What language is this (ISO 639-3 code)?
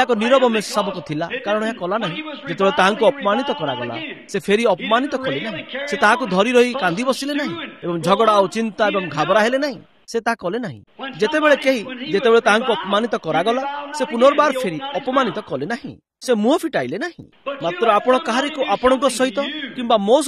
ori